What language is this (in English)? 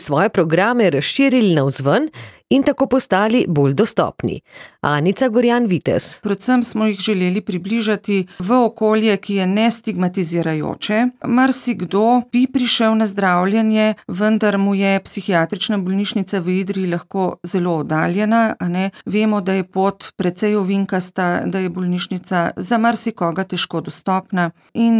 Slovenian